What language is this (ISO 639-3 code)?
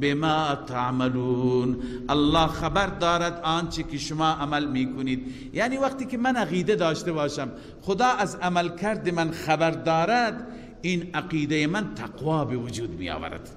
fas